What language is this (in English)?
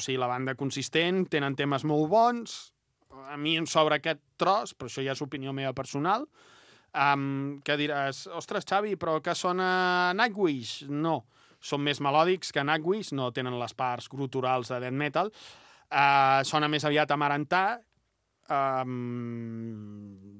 Catalan